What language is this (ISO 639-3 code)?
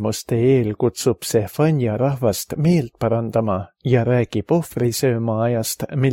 est